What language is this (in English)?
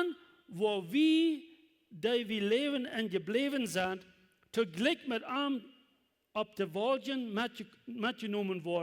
Plautdietsch